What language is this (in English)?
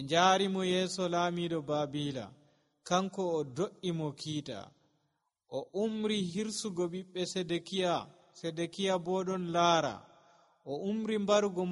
Nigerian Fulfulde